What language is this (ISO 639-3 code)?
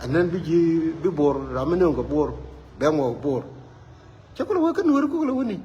nus